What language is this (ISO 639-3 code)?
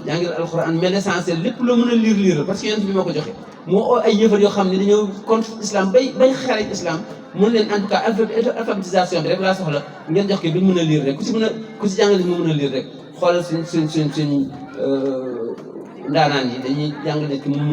wol